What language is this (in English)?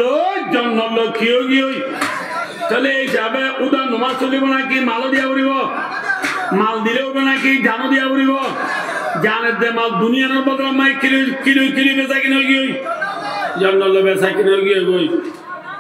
Rohingya